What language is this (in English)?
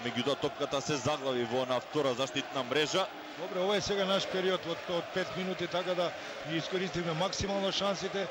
Macedonian